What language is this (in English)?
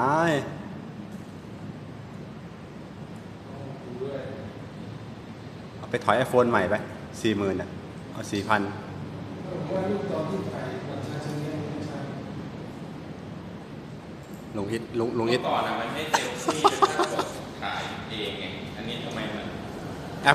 Thai